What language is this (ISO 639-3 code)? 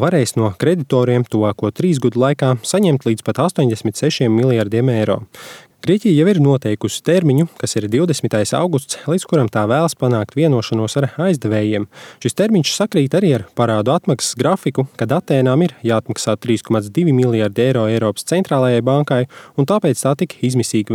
lav